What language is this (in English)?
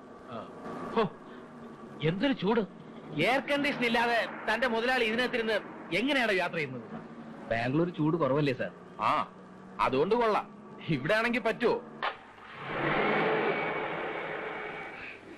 Malayalam